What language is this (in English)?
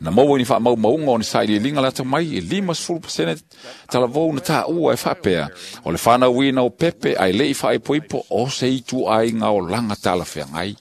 Samoan